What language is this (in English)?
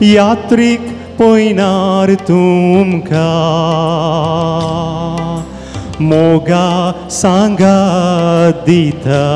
Konkani